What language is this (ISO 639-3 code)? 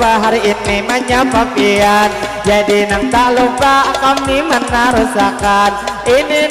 bjn